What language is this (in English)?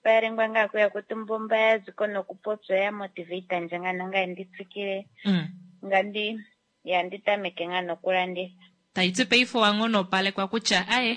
Kuanyama